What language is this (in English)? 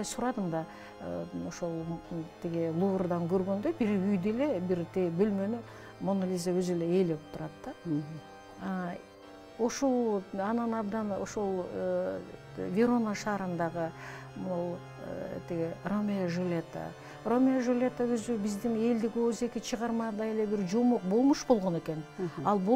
Kyrgyz